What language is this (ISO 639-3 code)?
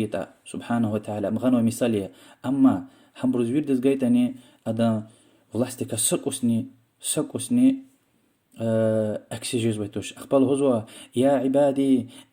lez